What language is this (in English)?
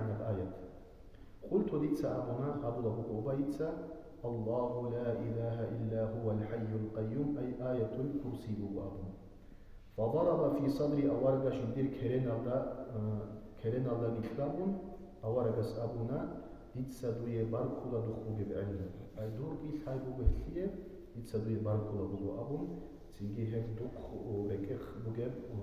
Avaric